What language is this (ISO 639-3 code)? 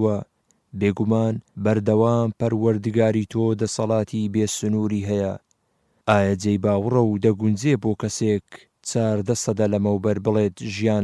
ckb